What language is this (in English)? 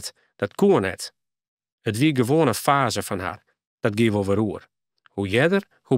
Western Frisian